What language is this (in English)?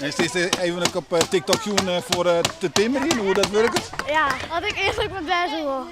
Western Frisian